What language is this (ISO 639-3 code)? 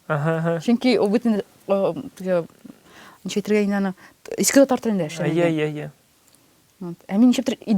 tat